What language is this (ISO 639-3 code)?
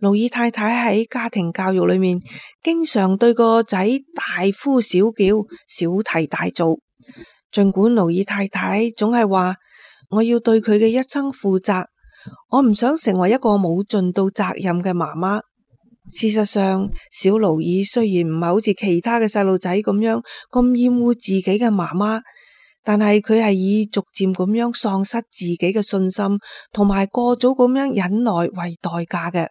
yue